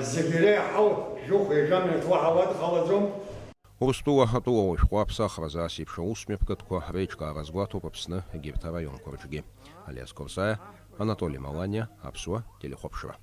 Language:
Abkhazian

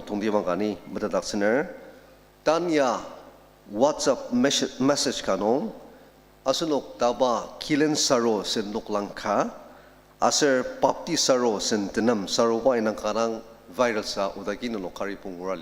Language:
Ao Naga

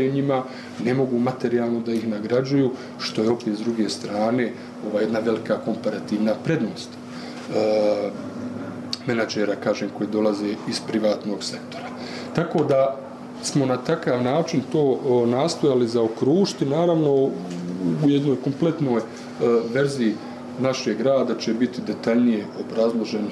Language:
Bosnian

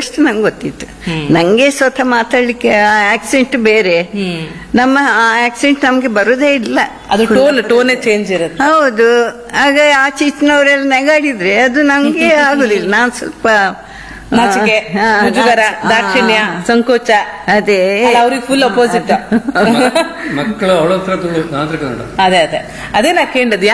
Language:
Kannada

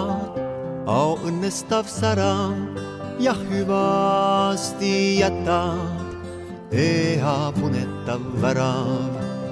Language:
Estonian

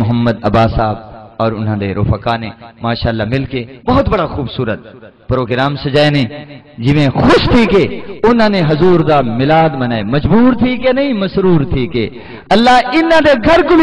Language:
Saraiki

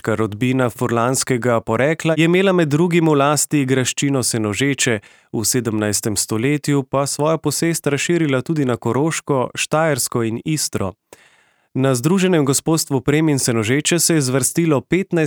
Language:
Slovenian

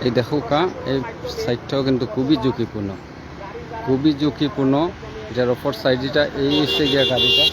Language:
Sylheti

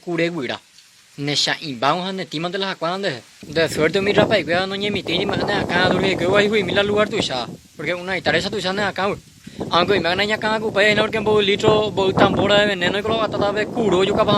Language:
Guarani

